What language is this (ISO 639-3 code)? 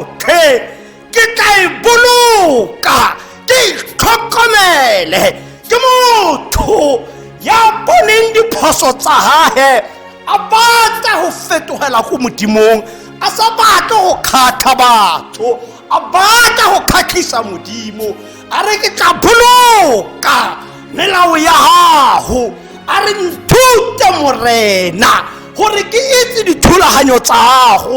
tsn